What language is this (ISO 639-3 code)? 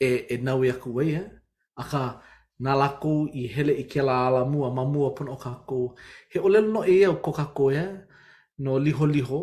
haw